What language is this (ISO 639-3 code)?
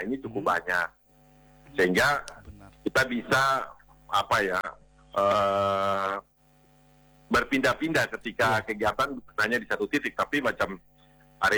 ind